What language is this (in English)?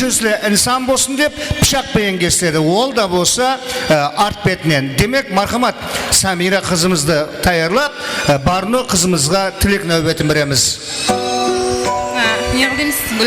Kara-Kalpak